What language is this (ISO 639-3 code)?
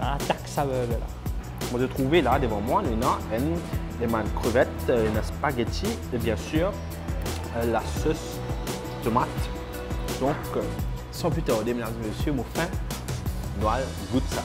mfe